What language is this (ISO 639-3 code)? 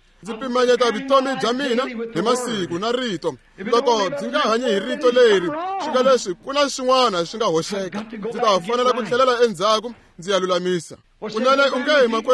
tso